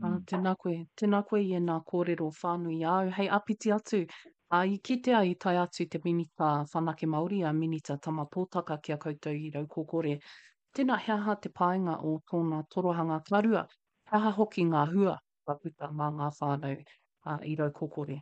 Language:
Māori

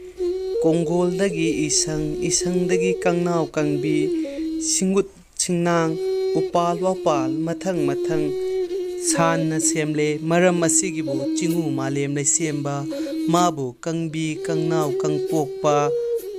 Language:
Manipuri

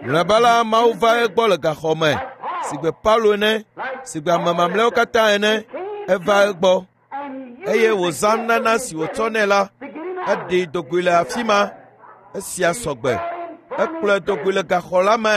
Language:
Ewe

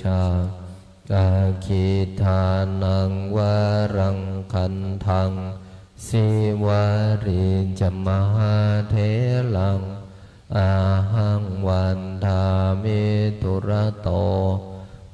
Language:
Pali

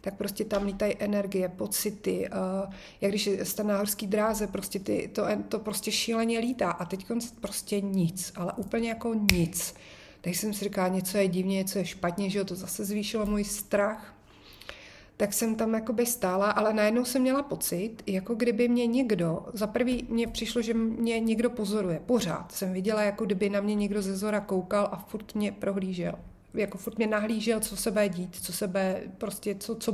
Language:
Czech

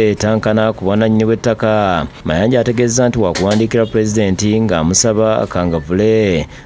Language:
Ganda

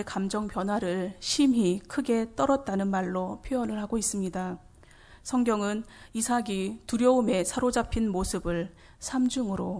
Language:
Korean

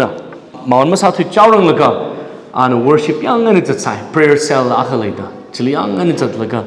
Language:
Tangkhul Naga (India)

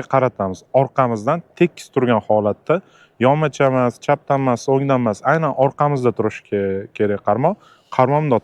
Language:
Uzbek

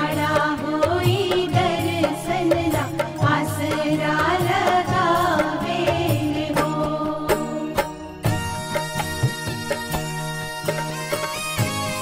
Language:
Bhojpuri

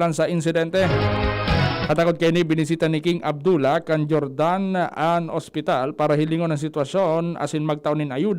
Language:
Bikol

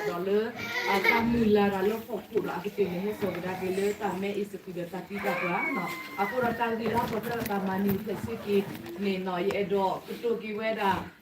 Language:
S'gaw Karen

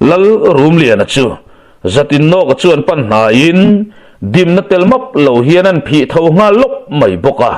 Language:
Mizo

